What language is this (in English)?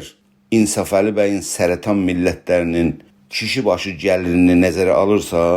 South Azerbaijani